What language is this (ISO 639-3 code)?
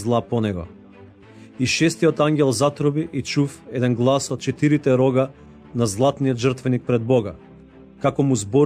mkd